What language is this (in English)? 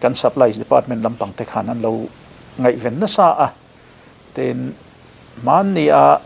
Mizo